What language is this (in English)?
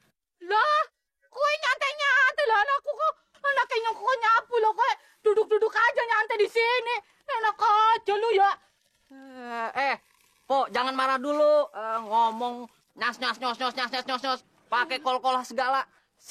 Betawi